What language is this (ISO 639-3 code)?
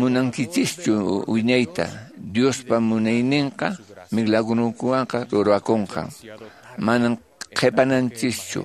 que